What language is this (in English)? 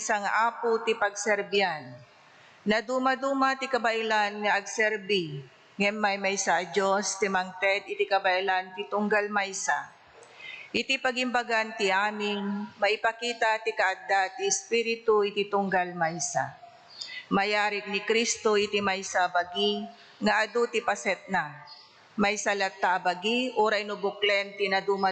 Iloko